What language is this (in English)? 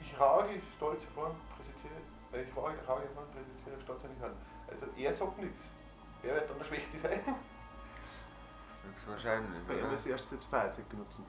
Bavarian